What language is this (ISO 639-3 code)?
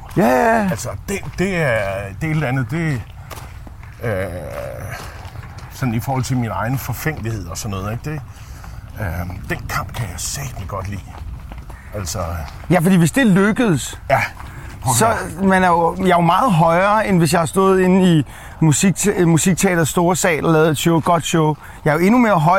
dan